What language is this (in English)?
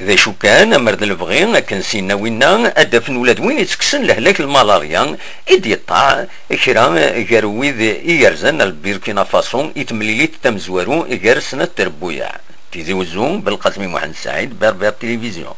Kabyle